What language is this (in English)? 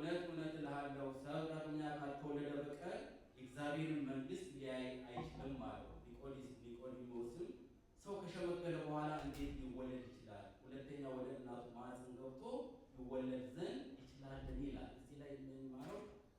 Amharic